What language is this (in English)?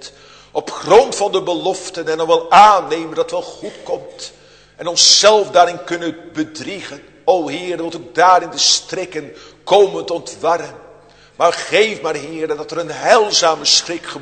Dutch